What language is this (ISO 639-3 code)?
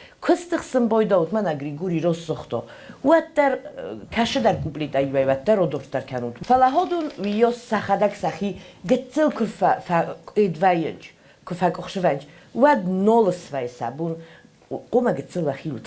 oss